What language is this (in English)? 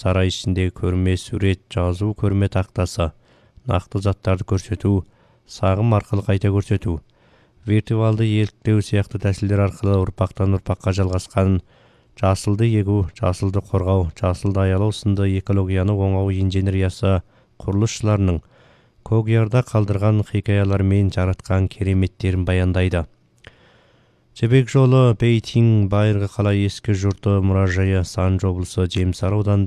Kazakh